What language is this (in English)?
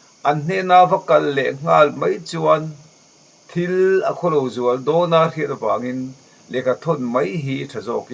Mizo